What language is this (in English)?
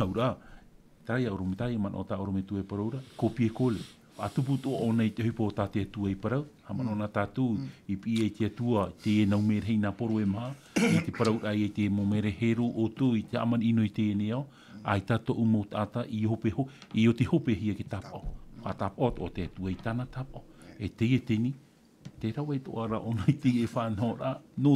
Tahitian